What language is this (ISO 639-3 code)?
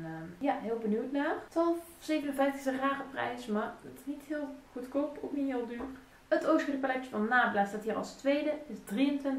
nld